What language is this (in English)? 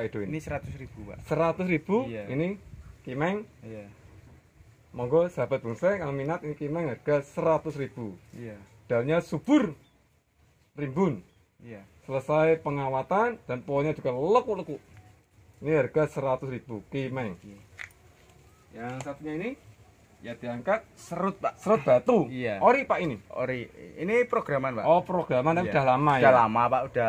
Indonesian